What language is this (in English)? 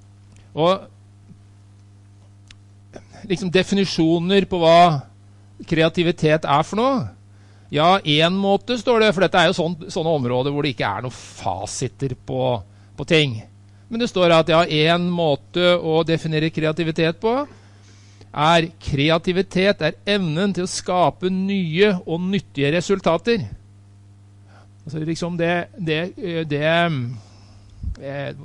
Norwegian